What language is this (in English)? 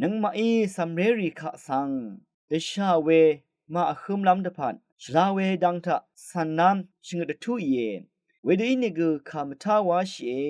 Rawang